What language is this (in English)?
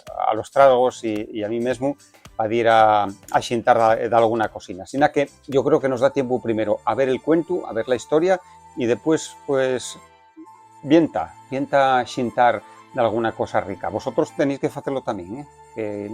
Asturian